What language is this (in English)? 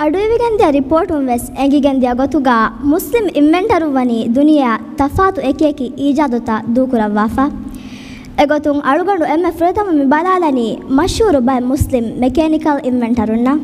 Divehi